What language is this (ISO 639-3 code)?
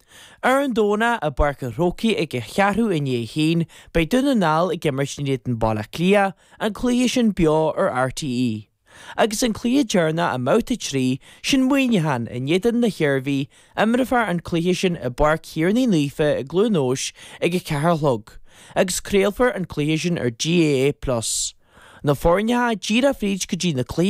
gle